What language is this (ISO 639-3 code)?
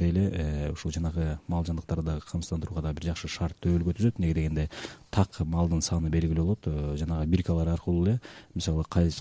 kir